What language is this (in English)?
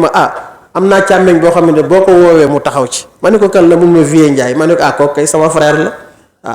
Wolof